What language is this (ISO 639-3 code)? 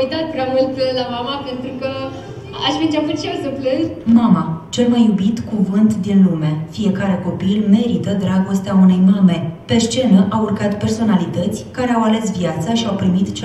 ron